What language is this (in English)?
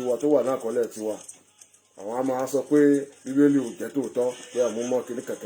Yoruba